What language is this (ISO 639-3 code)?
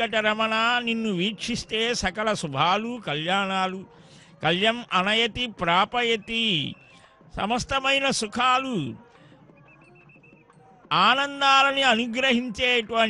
tel